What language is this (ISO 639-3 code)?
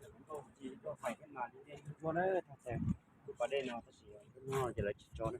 hmn